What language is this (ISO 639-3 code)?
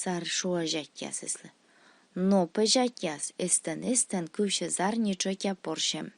kom